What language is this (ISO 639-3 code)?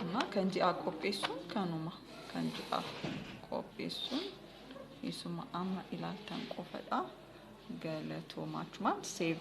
orm